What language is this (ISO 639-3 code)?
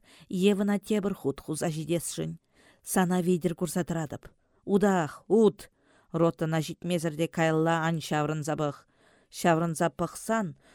chv